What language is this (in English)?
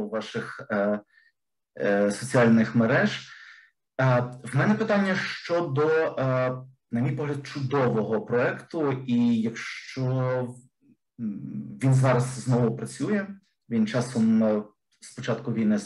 Ukrainian